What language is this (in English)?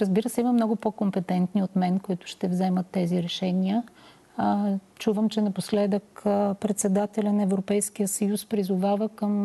Bulgarian